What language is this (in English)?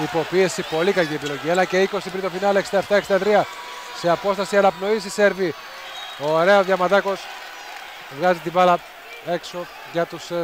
Greek